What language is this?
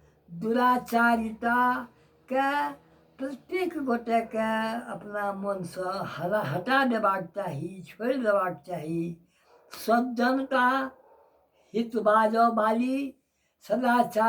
Maithili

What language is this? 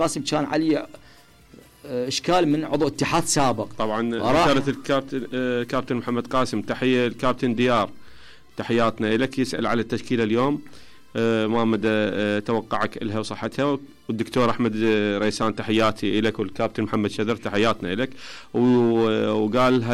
Mesopotamian Arabic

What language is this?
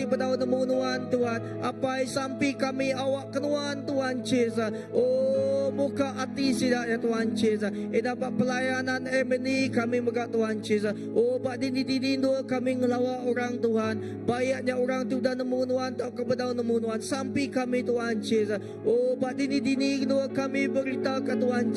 Iban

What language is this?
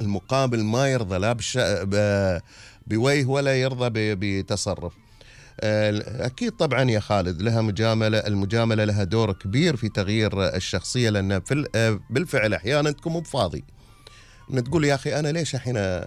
Gulf Arabic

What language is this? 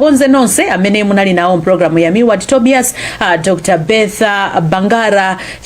Nyanja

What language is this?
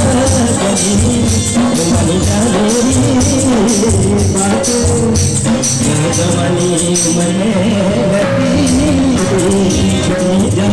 Hindi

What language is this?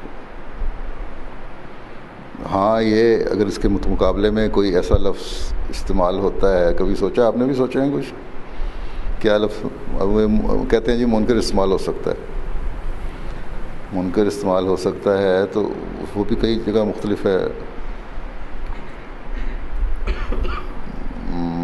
Urdu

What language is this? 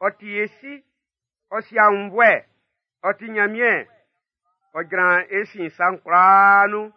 Baoulé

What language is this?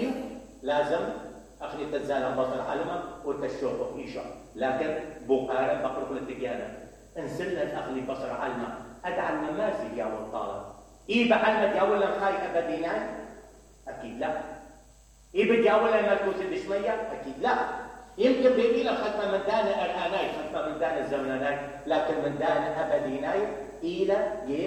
Mesopotamian Arabic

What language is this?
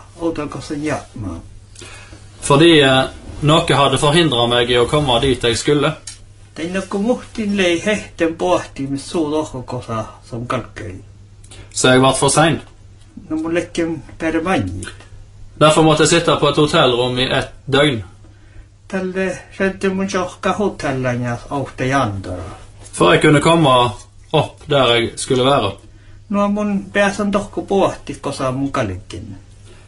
Norwegian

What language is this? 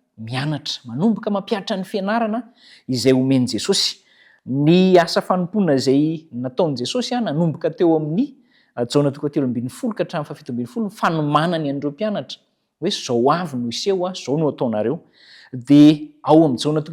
Malagasy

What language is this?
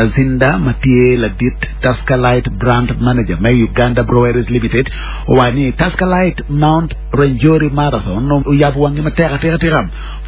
Acoli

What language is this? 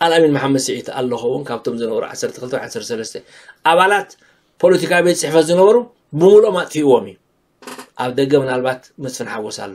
Tigrinya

